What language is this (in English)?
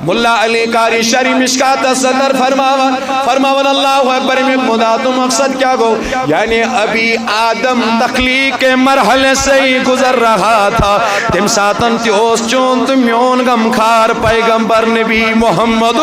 Kashmiri